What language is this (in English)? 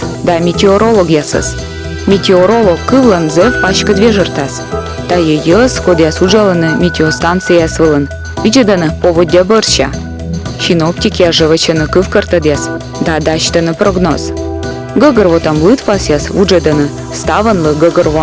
Komi